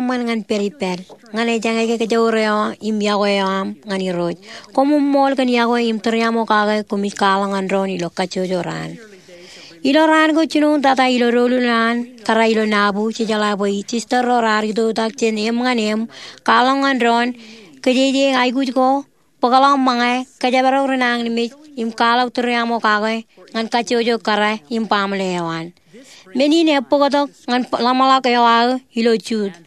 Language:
Marshallese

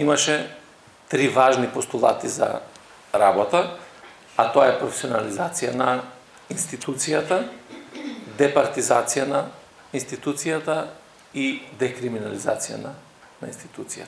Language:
Macedonian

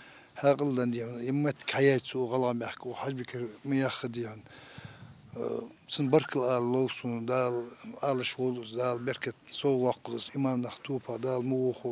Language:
Ingush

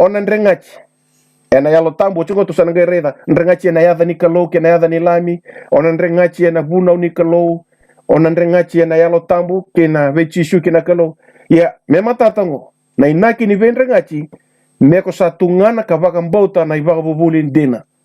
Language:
Fijian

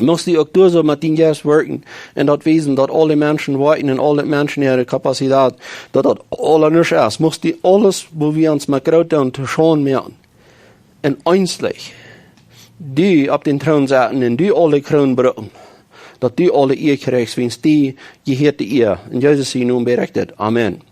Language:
Plautdietsch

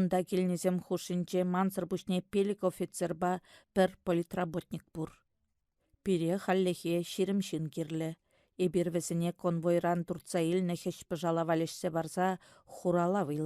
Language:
Chuvash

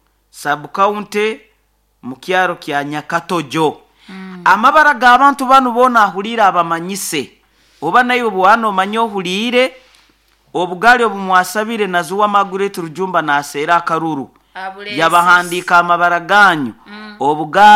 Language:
Nyoro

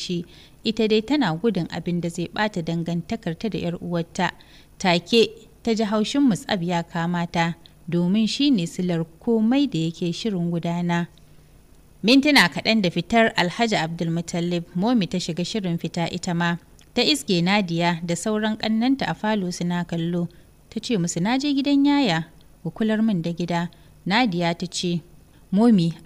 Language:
Hausa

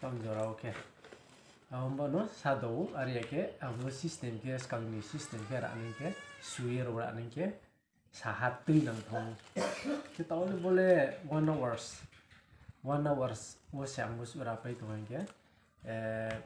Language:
Riang (India)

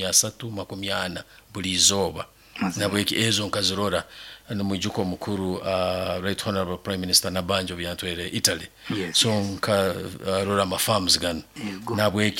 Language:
Nyankole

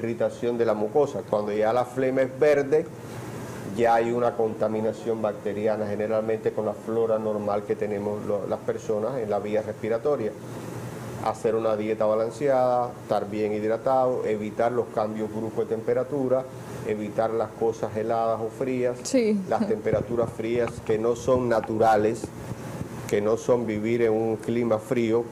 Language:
Spanish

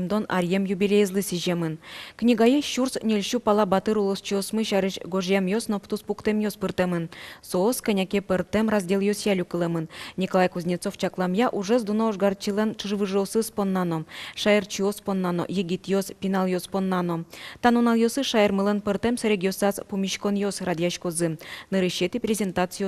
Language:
Udmurt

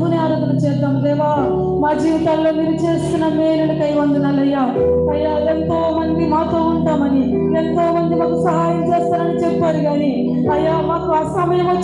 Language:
Telugu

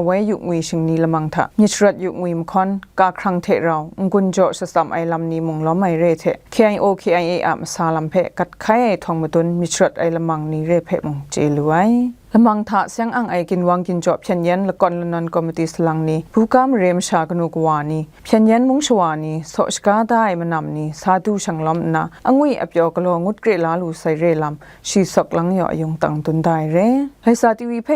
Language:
Kachin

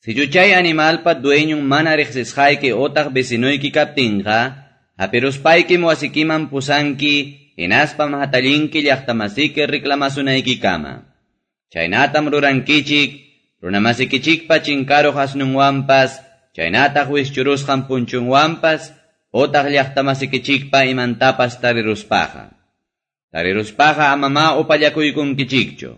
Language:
Quechua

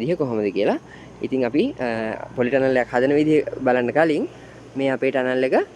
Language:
Sinhala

